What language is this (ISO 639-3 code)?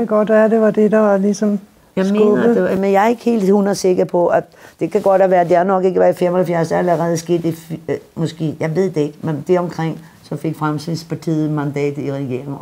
dan